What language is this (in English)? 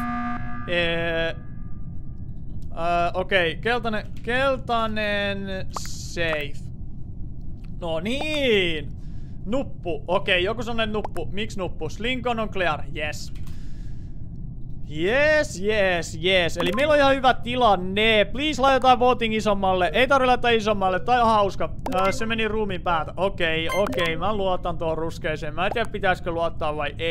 Finnish